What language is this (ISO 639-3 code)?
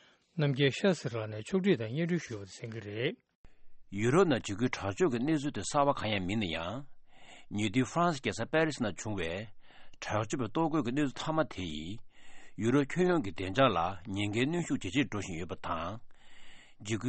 bod